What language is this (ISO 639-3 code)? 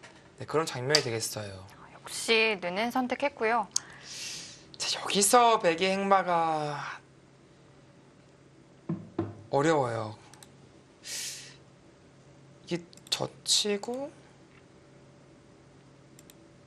kor